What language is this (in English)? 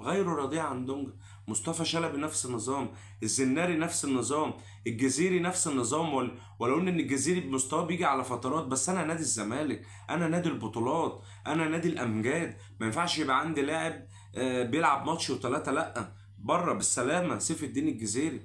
Egyptian Arabic